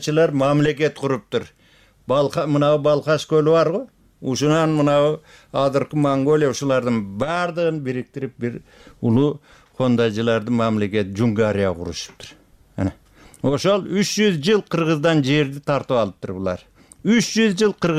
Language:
Kyrgyz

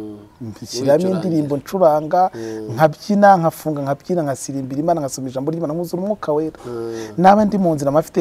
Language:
Kinyarwanda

